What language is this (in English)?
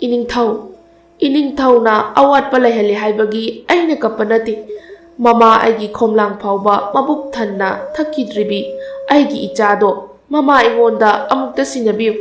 Manipuri